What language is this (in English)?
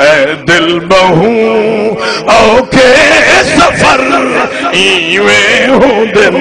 Saraiki